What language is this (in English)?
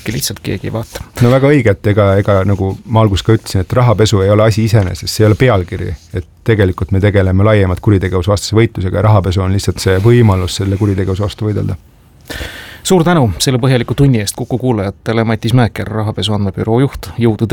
Estonian